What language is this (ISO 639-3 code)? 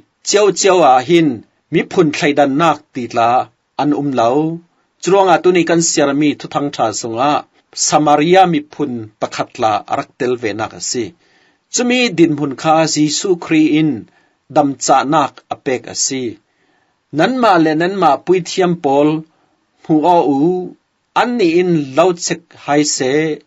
cfm